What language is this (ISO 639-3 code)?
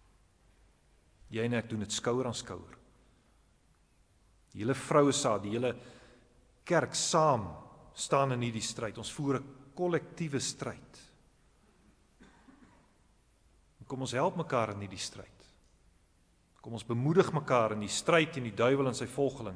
afr